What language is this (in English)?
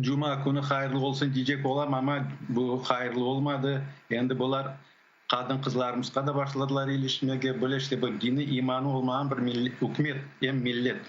Crimean Tatar